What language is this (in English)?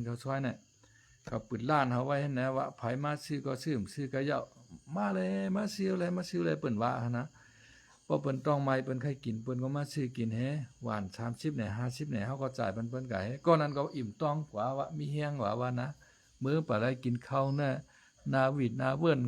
Shan